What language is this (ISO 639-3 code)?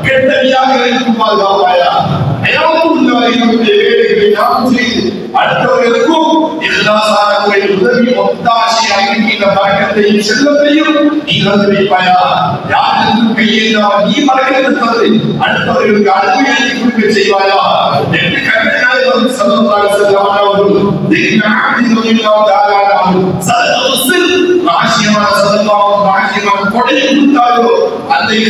tam